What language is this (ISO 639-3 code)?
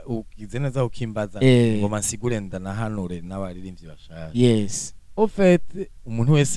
run